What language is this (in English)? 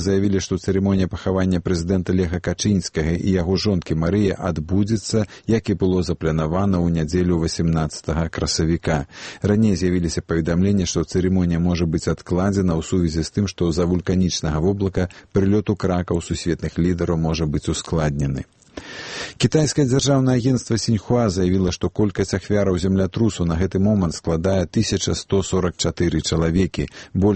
Belarusian